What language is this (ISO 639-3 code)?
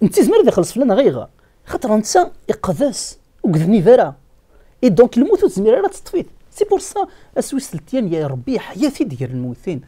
kab